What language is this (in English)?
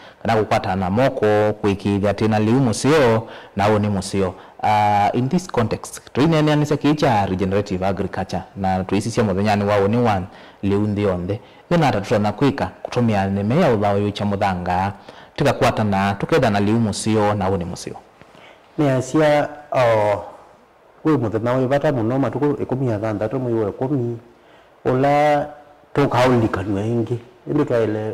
Kamba